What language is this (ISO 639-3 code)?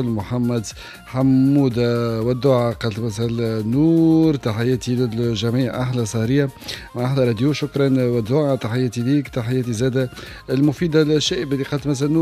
aeb